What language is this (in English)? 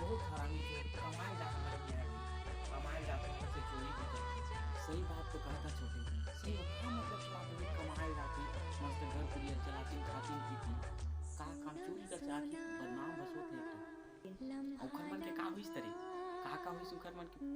Chhattisgarhi